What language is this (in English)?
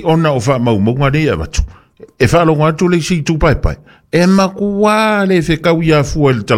Samoan